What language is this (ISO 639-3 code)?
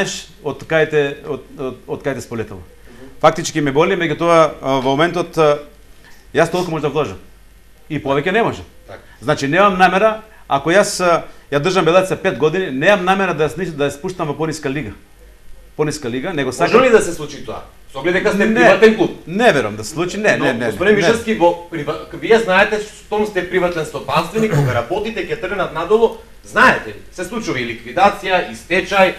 mkd